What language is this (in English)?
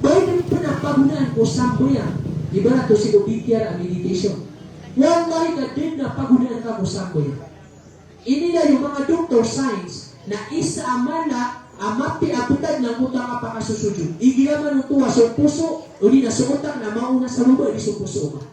Maranao